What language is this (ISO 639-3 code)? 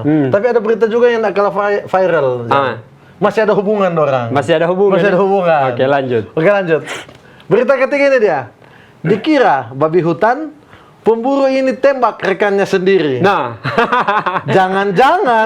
xmm